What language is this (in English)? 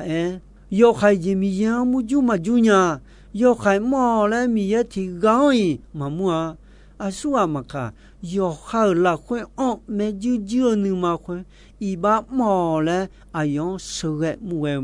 Akha